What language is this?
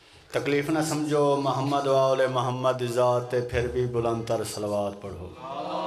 Urdu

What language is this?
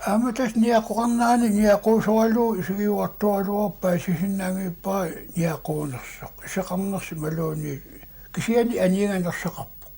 Kalaallisut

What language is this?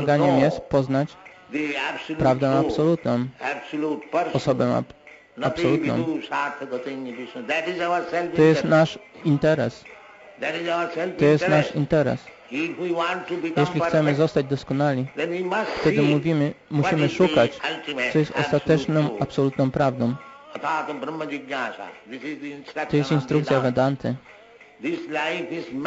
Polish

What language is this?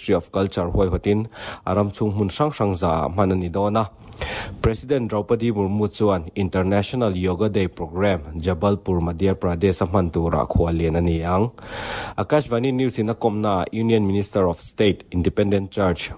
Mizo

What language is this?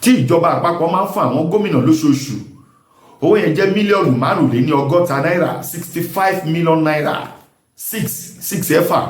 Yoruba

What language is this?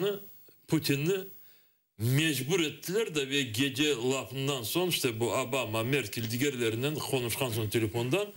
Crimean Tatar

